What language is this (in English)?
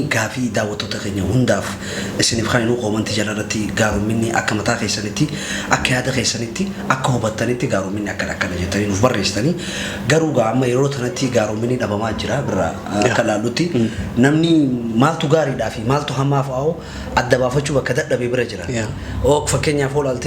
Oromo